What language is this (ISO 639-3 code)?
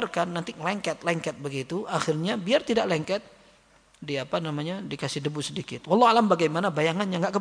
ind